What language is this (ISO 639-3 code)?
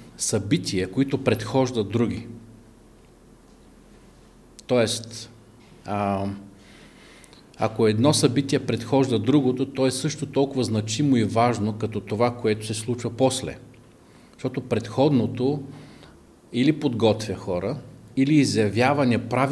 bul